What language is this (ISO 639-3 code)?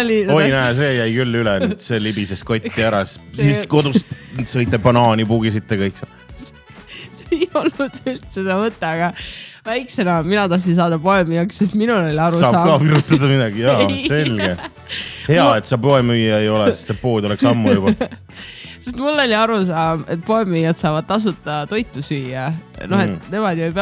est